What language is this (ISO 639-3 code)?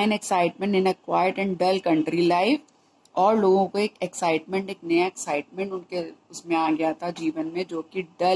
hin